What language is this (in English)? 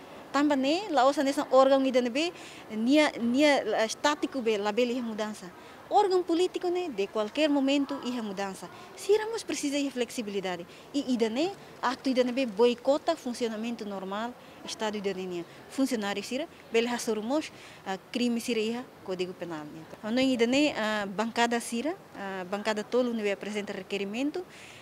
Tetum